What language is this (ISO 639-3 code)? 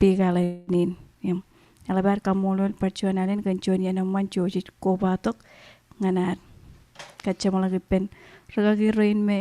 mah